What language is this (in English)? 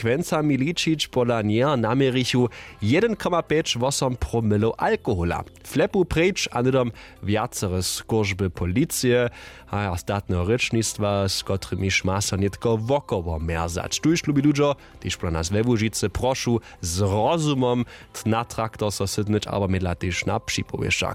Upper Sorbian